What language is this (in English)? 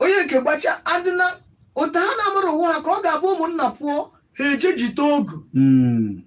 Igbo